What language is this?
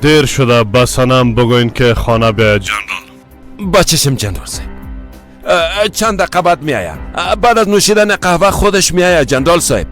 Persian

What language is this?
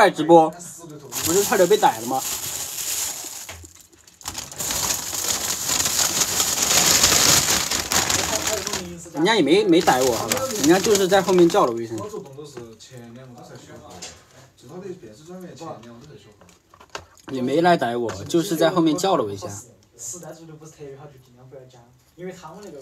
Chinese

